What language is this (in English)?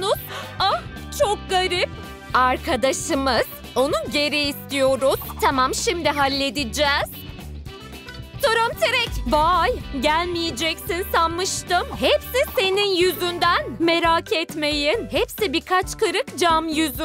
Turkish